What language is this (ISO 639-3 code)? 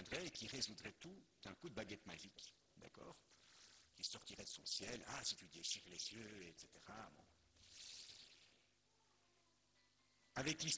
fra